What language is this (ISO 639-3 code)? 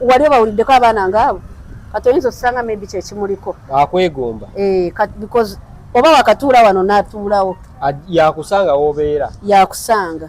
lug